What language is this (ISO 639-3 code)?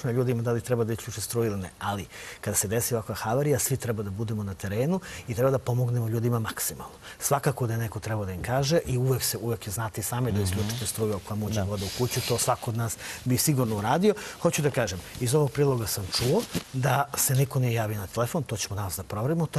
srp